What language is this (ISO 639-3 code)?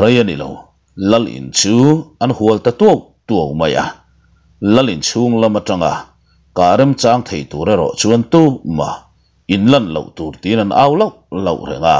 lus